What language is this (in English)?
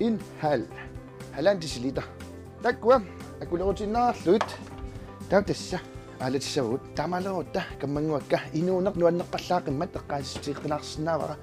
Kalaallisut